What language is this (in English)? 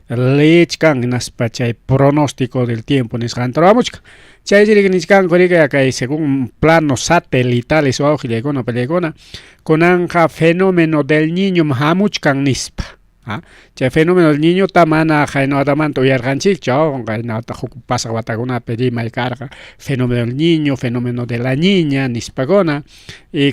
Ayacucho Quechua